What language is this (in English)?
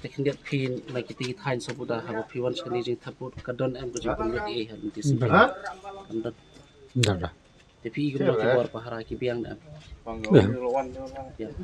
Khasi